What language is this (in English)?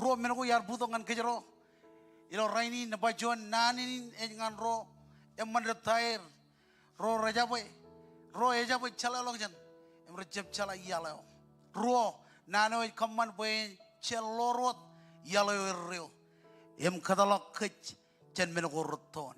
Marshallese